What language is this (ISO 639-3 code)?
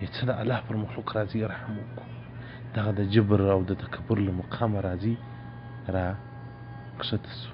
pus